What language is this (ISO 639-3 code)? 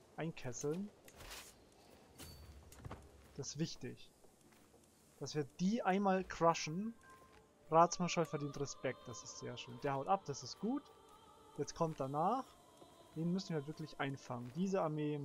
deu